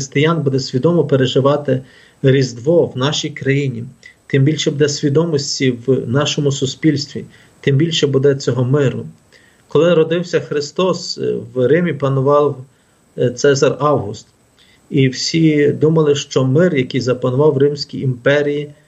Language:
Ukrainian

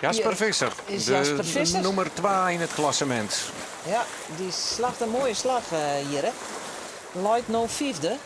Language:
Western Frisian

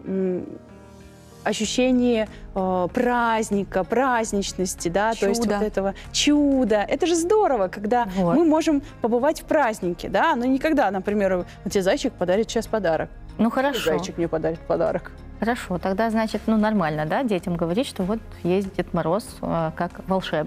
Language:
Russian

